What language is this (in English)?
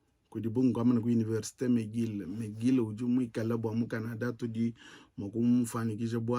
Luba-Lulua